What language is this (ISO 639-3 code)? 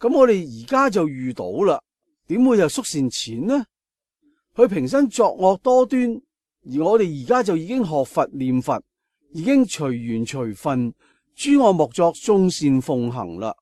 yue